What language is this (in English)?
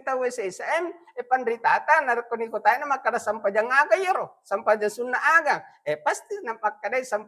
Buginese